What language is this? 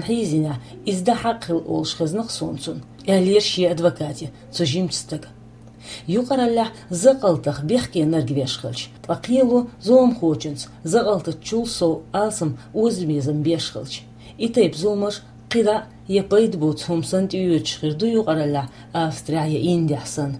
Chechen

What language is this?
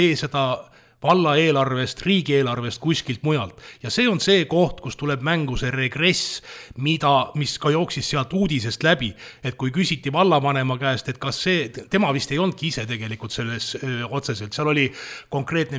Estonian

